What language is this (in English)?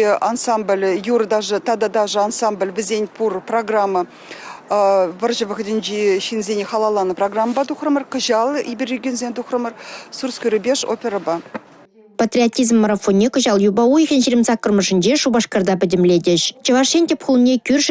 Chuvash